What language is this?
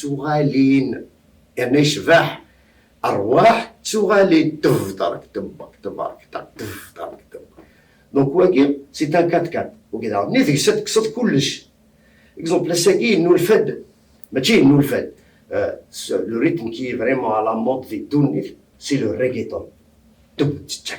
Kabyle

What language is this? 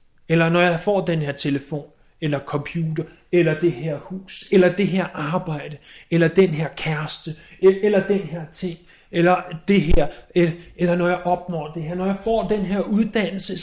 Danish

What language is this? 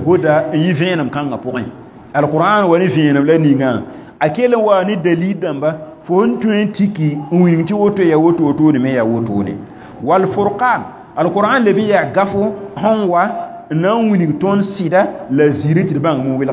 Mossi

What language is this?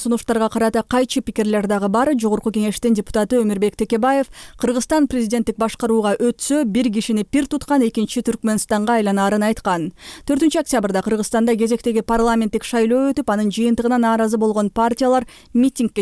Kyrgyz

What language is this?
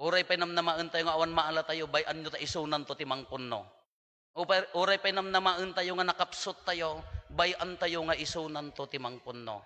Iloko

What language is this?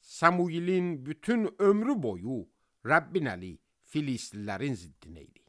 Azerbaijani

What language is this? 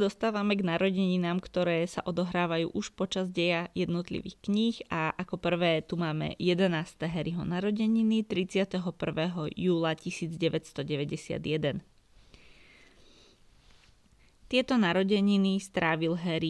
Slovak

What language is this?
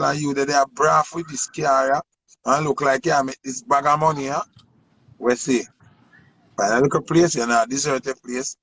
Jamaican Creole English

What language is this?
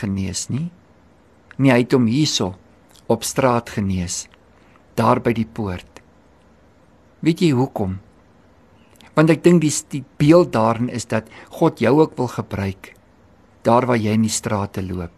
Afrikaans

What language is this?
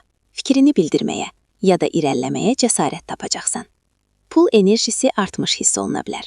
Azerbaijani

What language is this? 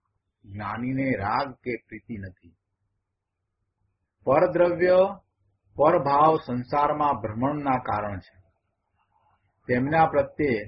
Gujarati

